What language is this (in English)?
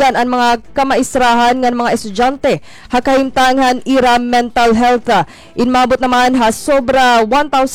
Waray